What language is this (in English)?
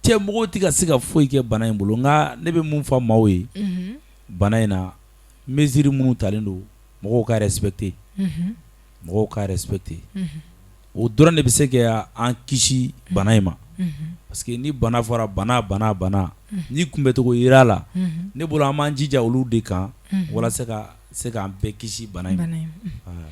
Bambara